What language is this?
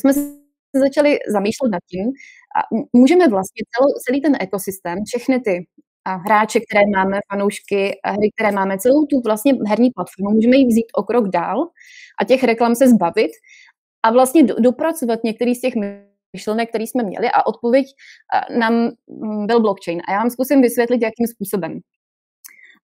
Czech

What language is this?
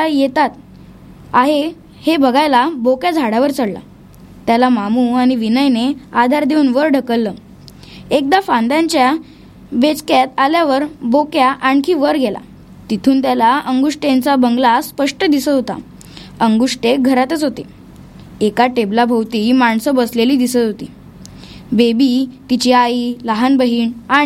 Marathi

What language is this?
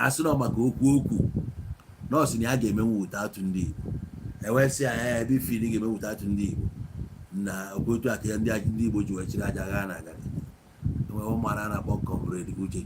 Igbo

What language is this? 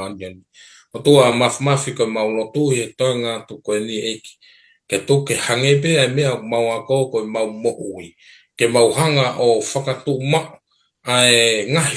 Tongan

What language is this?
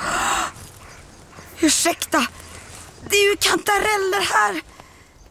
Swedish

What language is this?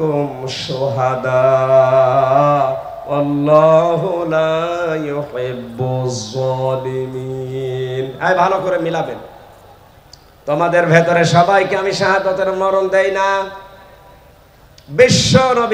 Bangla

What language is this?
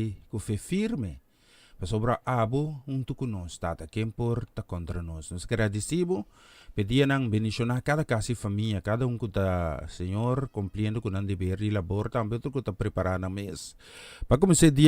Papiamento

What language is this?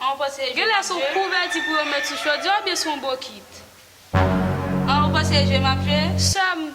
Haitian Creole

